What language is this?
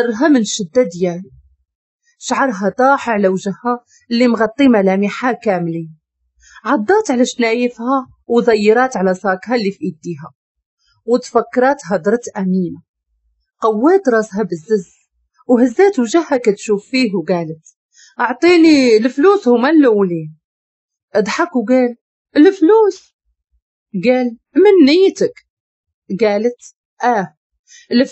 Moroccan Arabic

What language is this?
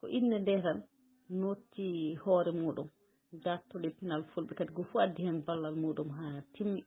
Fula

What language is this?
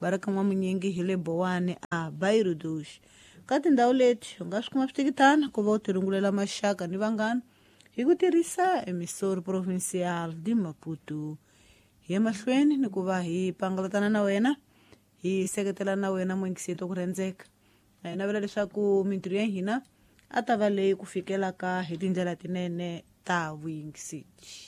Tsonga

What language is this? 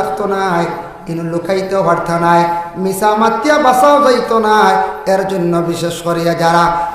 Sylheti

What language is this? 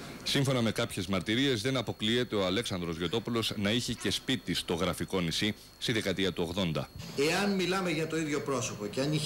Greek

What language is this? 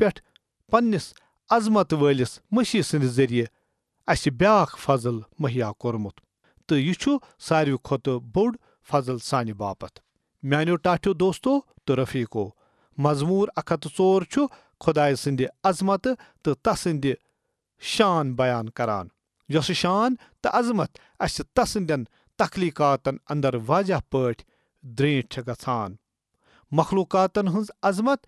Kashmiri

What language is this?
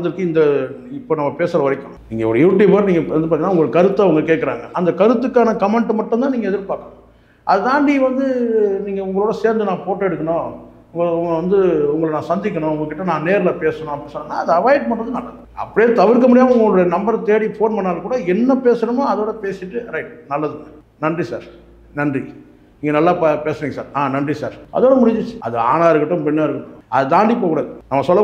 Tamil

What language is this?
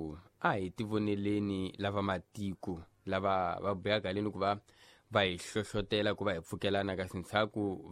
Tsonga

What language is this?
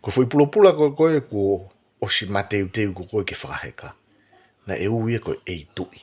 Tongan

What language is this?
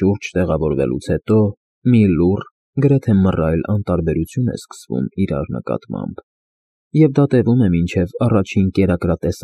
Armenian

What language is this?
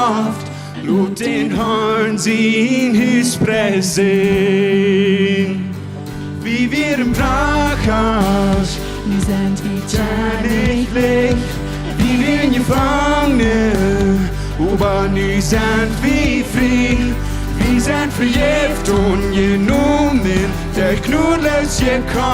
Plautdietsch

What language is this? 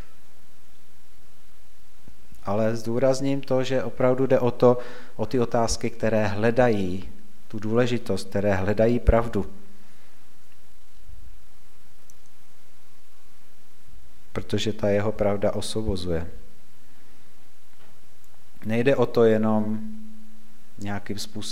Czech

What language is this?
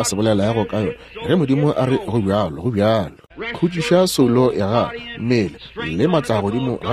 Northern Sotho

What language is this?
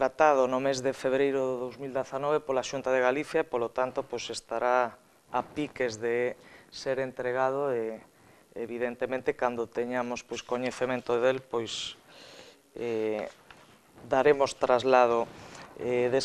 Galician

